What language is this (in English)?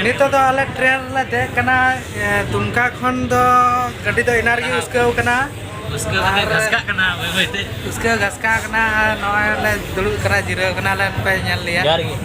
Santali